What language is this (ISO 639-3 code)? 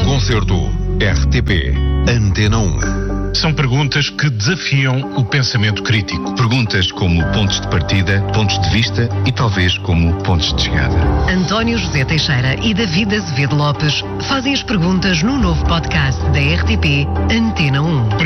por